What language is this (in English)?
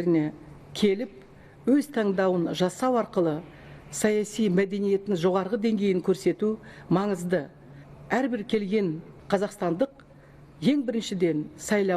Kazakh